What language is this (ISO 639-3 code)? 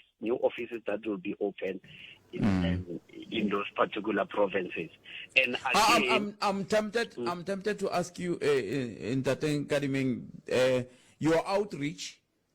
tso